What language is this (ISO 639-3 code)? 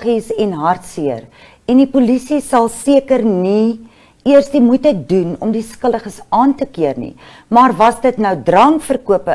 afr